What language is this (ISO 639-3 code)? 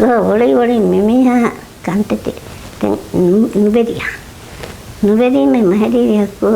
div